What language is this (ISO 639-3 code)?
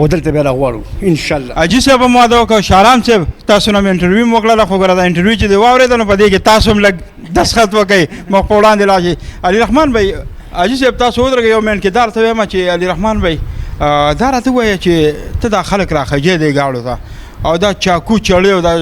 pus